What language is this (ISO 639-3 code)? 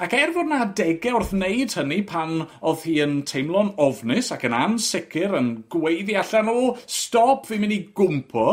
cym